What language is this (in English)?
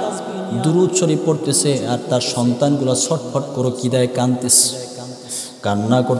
Bangla